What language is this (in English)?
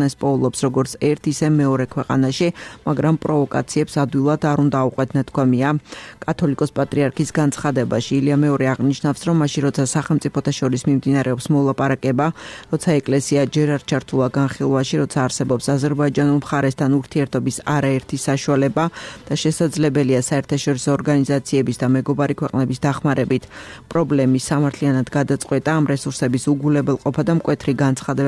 Georgian